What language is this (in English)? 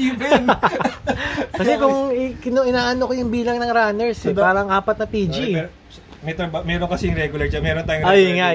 Filipino